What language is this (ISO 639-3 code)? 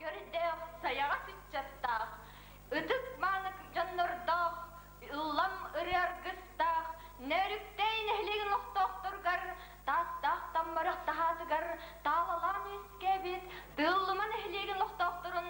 sah